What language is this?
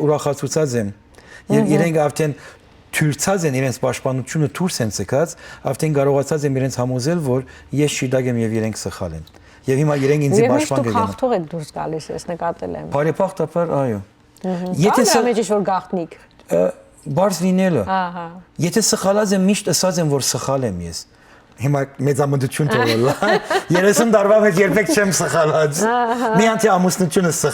Western Armenian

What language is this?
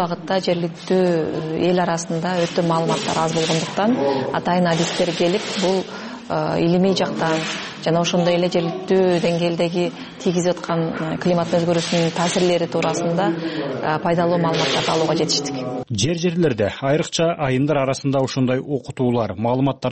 Kyrgyz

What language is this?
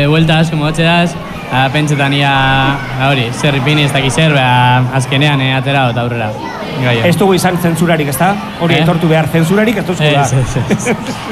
Basque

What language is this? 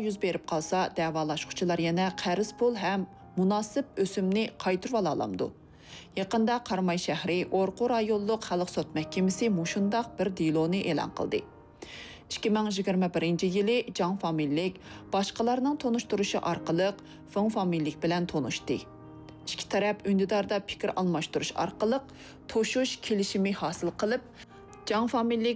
Uyghur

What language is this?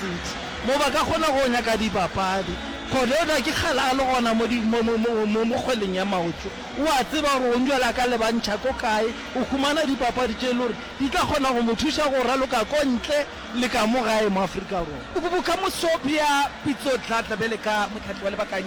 Northern Sotho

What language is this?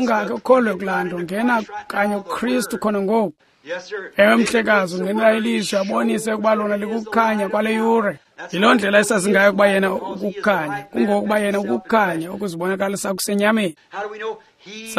Xhosa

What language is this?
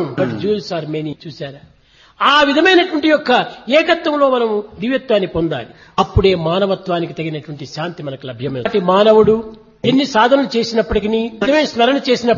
Telugu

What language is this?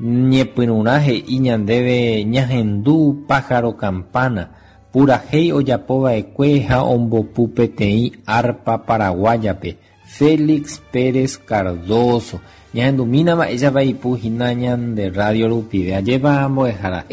Guarani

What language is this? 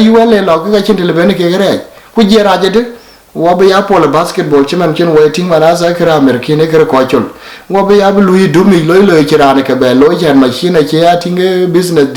Dinka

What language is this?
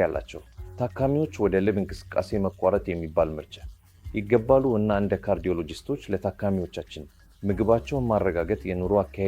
Amharic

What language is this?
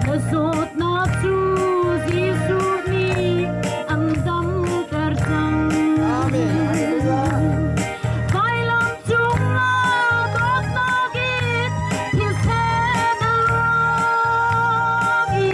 Hakha Chin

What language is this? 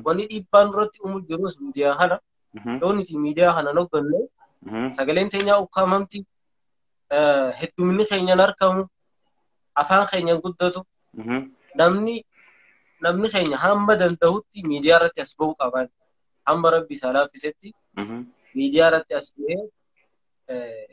Oromo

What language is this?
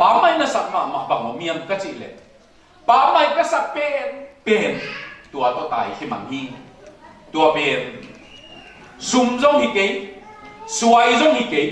Tedim Chin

